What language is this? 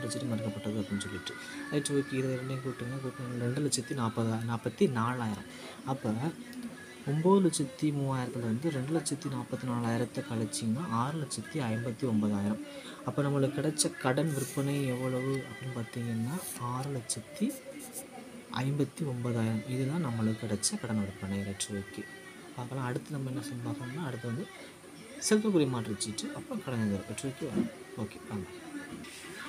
Tamil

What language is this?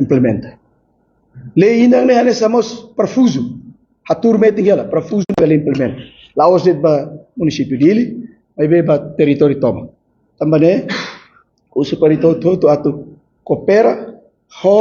Tetum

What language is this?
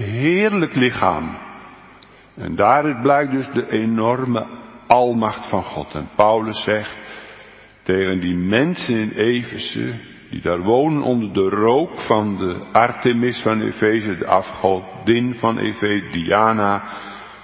Dutch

